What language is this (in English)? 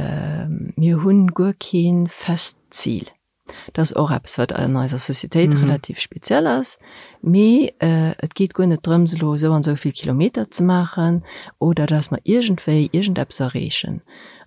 Luxembourgish